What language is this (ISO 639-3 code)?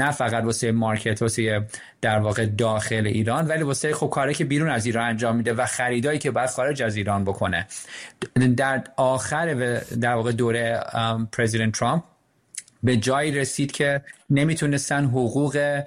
fas